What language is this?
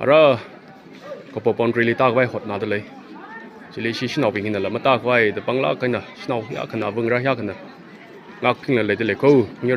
Tangkhul Naga (India)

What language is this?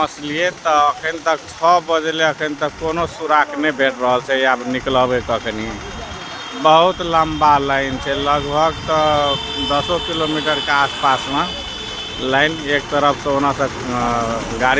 Maithili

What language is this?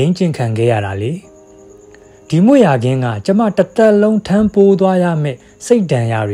Burmese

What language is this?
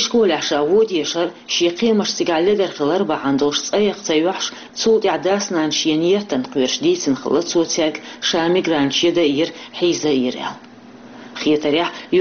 Chechen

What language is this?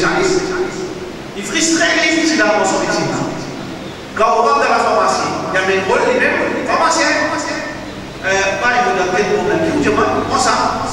Morisyen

